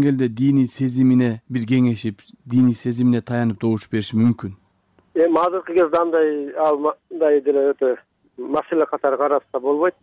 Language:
Kyrgyz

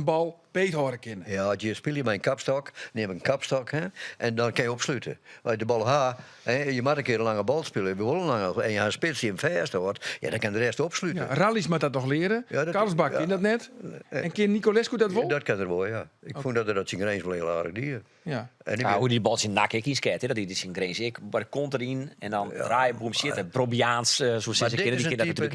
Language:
Western Frisian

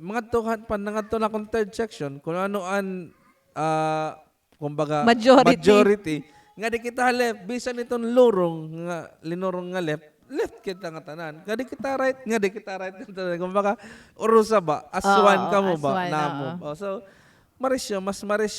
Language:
Waray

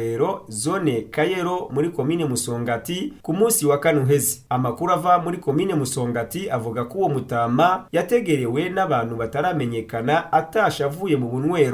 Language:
Rundi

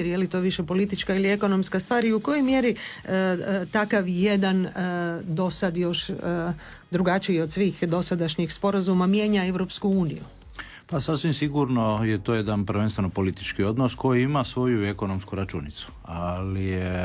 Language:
Croatian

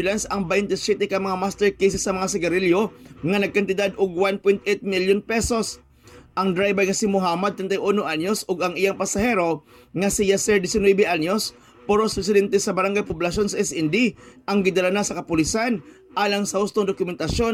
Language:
Cebuano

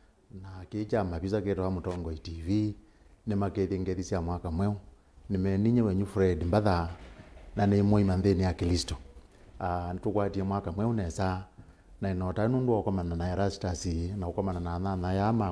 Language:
Kamba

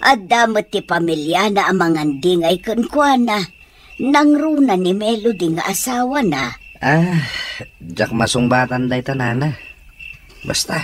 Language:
Iloko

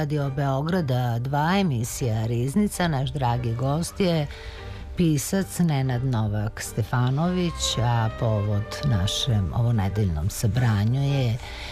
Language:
Serbian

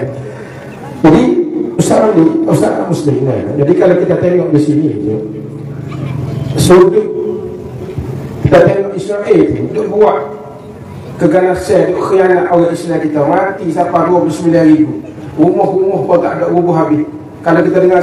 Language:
Malay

